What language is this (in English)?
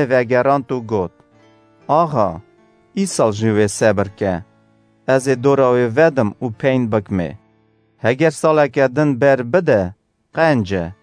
Kurdish